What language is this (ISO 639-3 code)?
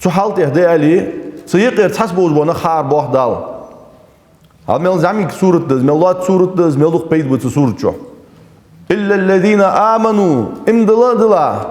inh